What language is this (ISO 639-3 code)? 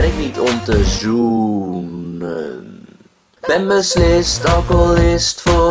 nld